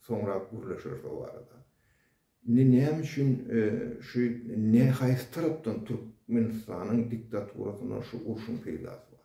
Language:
Turkmen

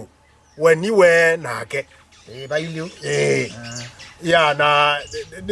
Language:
Kamba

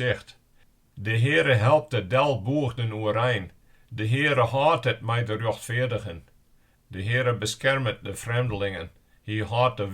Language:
Western Frisian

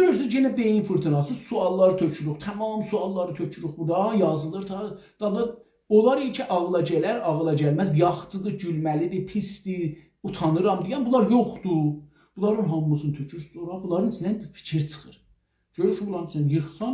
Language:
South Azerbaijani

